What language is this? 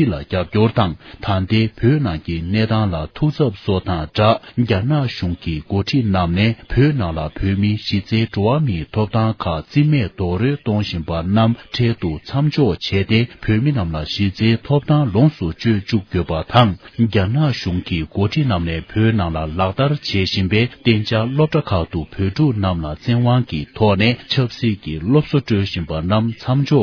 Tibetan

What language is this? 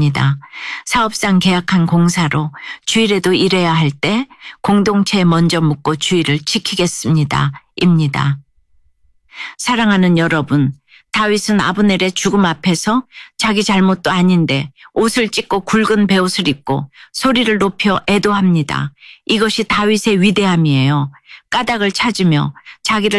Korean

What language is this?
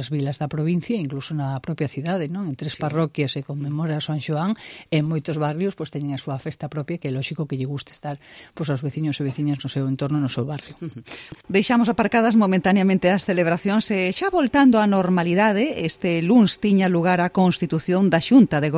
Galician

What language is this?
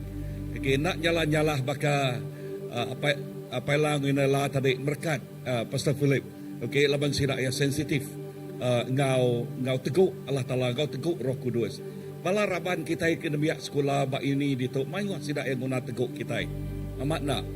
Iban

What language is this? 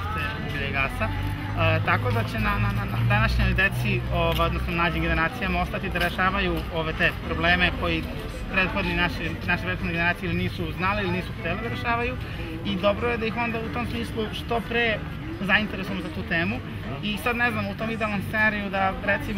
Serbian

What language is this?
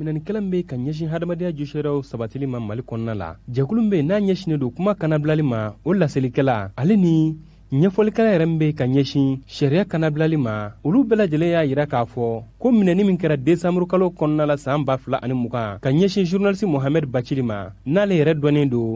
Bambara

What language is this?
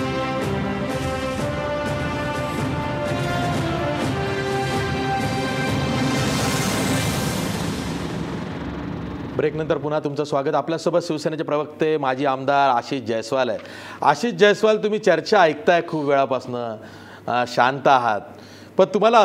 Marathi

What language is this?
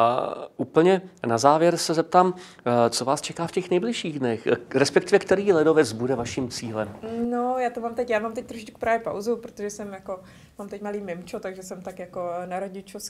Czech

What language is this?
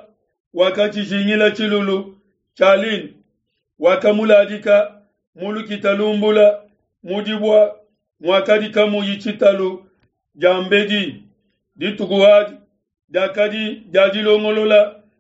Luba-Lulua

